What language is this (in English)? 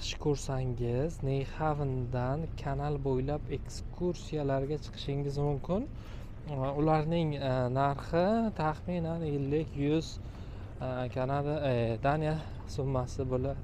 Uzbek